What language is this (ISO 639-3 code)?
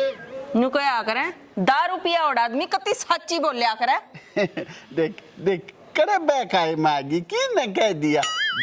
bgc